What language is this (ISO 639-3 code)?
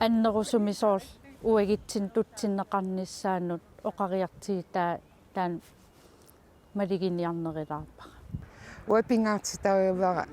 kal